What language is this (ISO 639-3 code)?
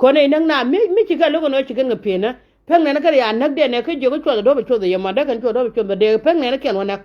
nus